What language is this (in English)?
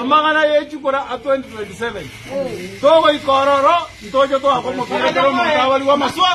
Gusii